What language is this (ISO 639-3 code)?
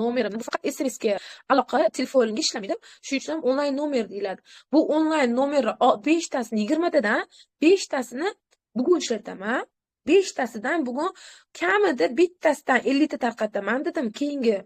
uzb